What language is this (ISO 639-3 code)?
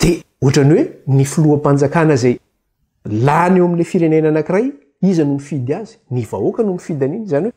mlg